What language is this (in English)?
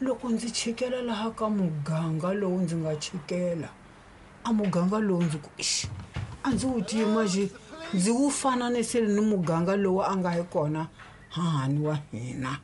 Tsonga